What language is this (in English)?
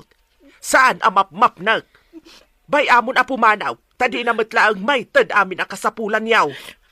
Iloko